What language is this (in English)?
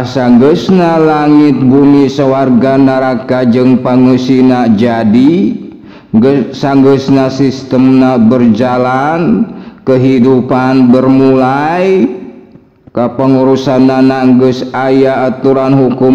Sundanese